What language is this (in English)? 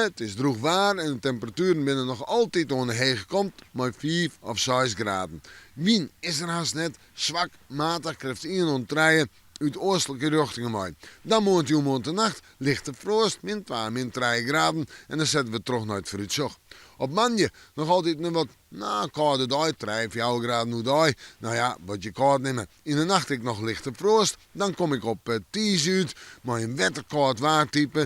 Western Frisian